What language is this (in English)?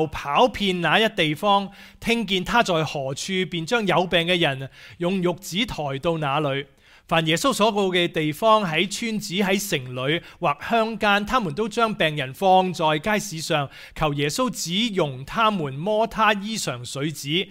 Cantonese